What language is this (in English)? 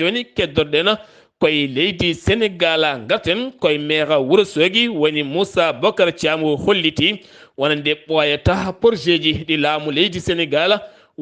Fula